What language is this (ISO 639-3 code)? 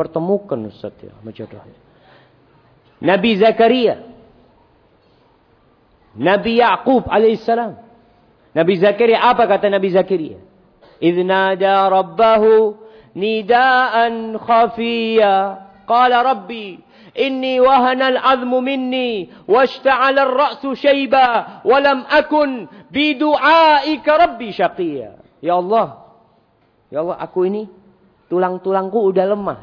ind